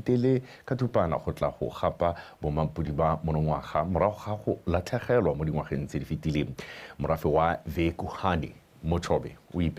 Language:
Tswana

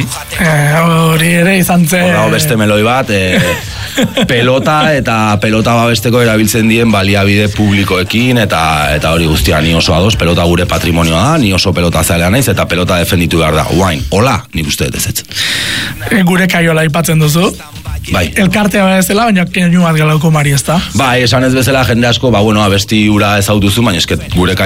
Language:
Basque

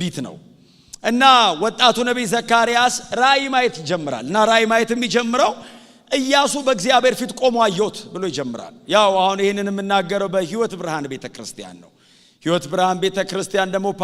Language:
Amharic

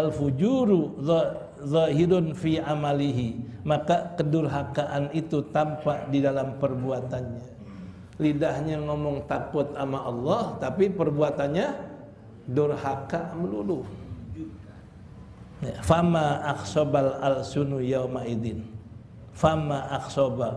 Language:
Indonesian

